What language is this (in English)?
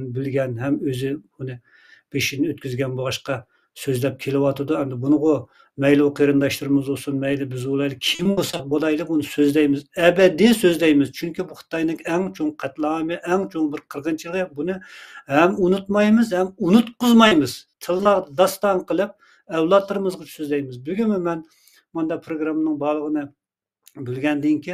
Uyghur